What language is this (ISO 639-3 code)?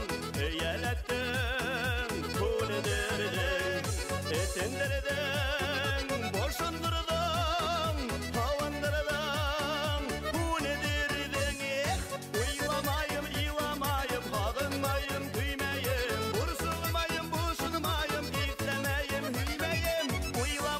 bak